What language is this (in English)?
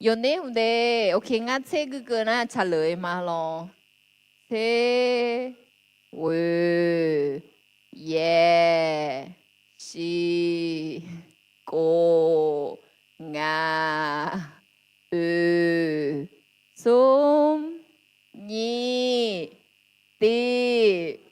Akha